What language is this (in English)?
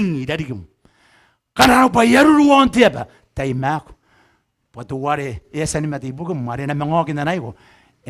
Gilbertese